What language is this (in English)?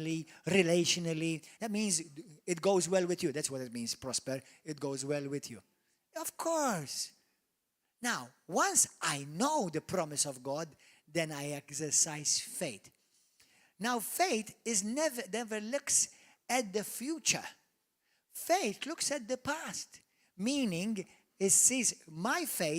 English